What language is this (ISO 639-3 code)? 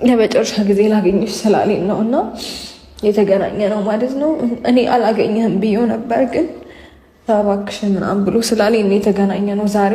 amh